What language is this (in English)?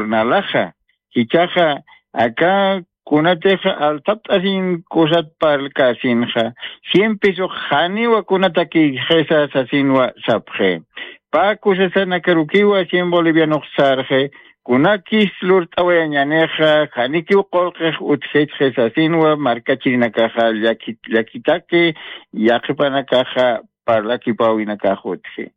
Aymara